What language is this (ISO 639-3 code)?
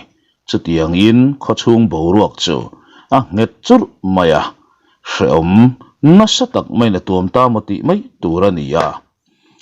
lus